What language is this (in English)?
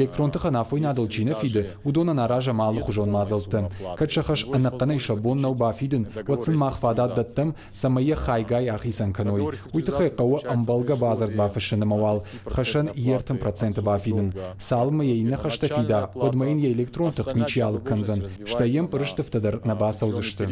Ossetic